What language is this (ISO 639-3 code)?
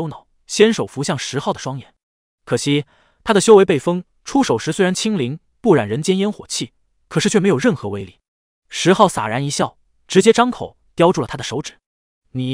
zho